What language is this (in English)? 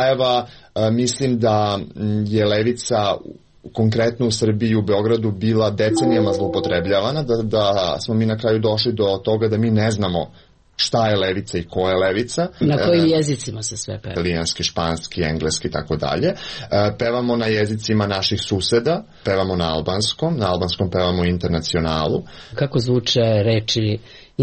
Serbian